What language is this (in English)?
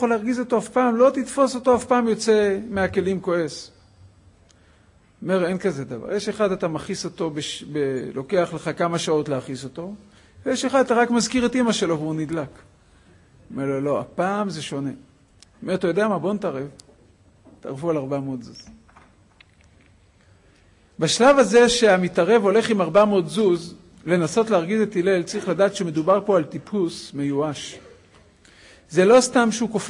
Hebrew